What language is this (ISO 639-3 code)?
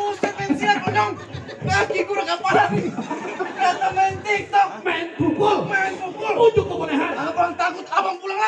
bew